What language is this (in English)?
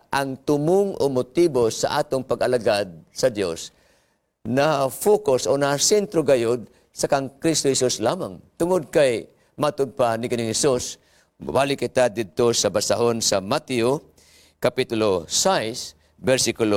Cebuano